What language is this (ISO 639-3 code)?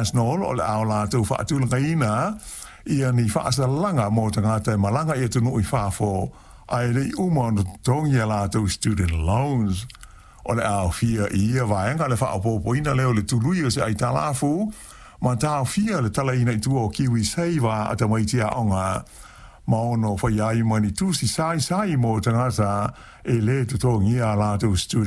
smo